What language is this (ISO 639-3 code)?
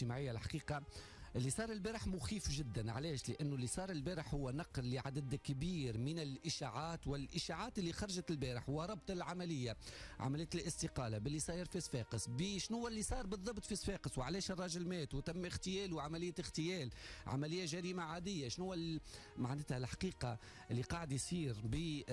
aeb